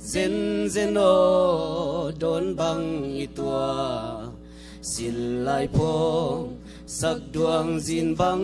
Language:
Tedim Chin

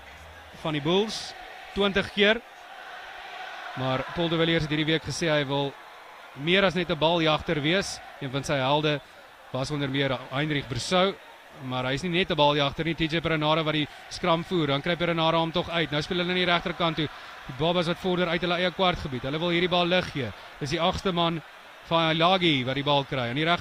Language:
Afrikaans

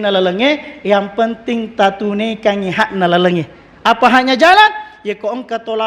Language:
Buginese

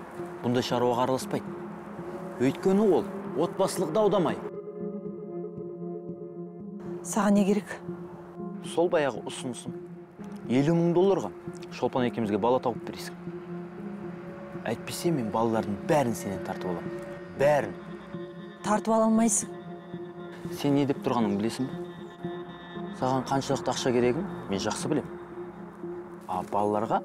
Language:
Kazakh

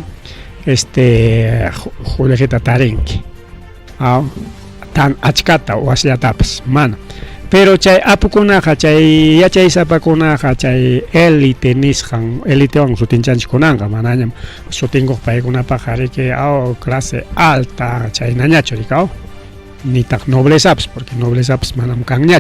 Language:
Ayacucho Quechua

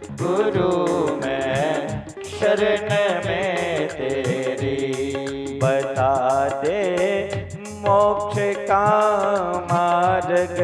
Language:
Dogri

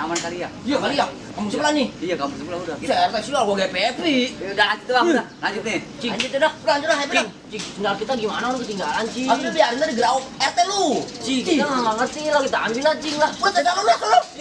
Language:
Betawi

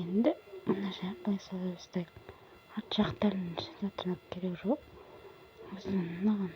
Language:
Kazakh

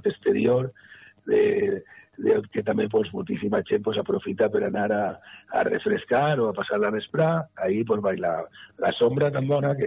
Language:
Catalan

